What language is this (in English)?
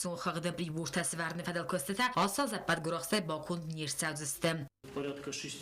Ossetic